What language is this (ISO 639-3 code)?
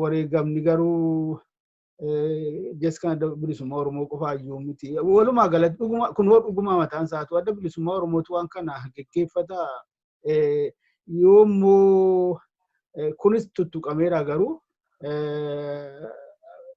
orm